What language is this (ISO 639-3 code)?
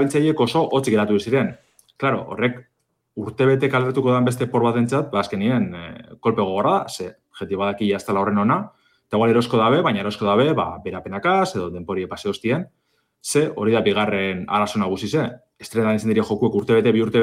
eus